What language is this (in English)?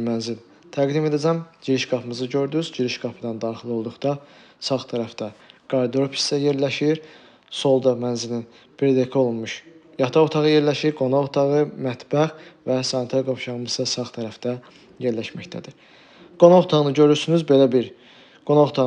Azerbaijani